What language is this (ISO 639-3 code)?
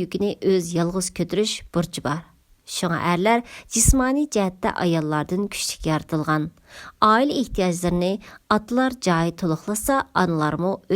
uig